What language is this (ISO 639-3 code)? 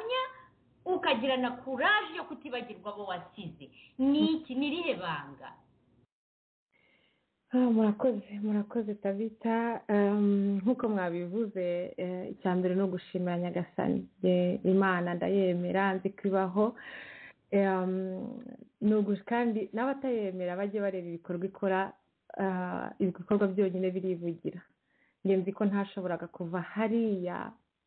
kin